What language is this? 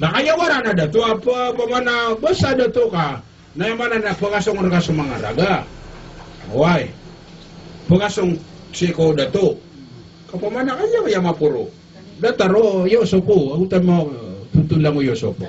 Maranao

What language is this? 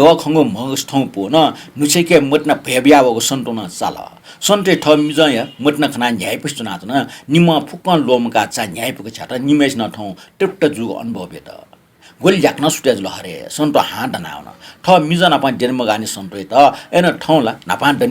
Newari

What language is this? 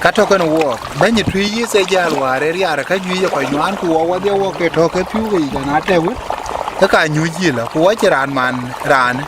Dinka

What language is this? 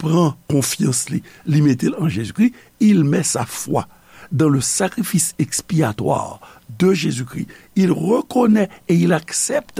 Haitian Creole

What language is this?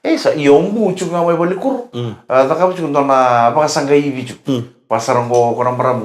Fijian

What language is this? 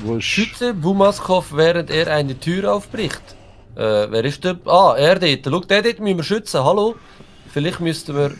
Swiss German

